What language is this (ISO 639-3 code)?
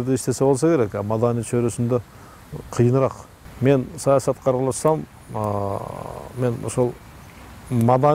kir